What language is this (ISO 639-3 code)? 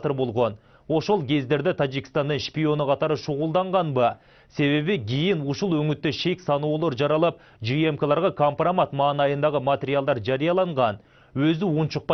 kir